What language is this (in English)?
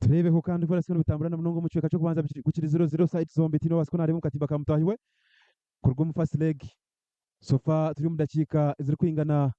Nyankole